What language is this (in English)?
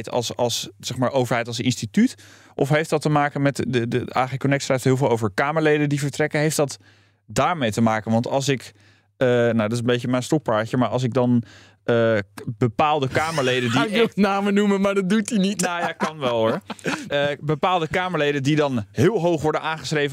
Dutch